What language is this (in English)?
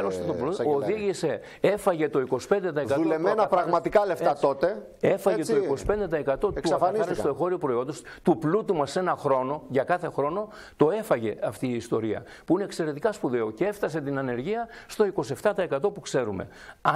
Greek